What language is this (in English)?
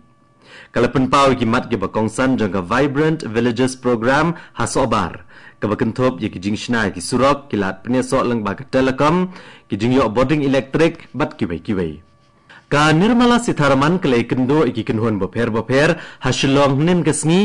Khasi